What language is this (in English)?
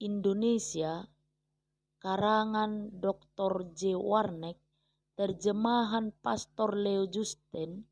Batak Toba